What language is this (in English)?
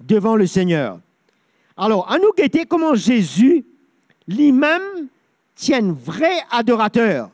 Morisyen